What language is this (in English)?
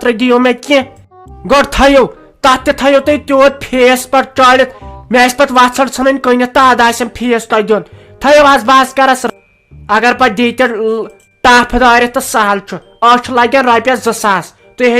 Kashmiri